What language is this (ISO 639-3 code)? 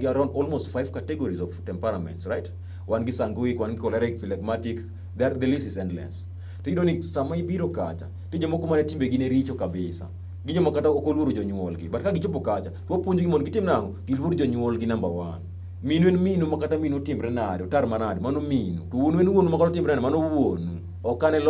luo